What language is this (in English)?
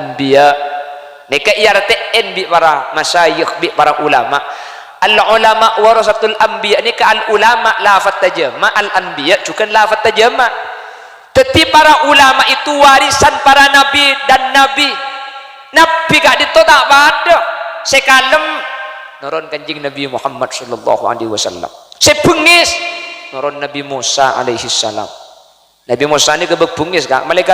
Madurese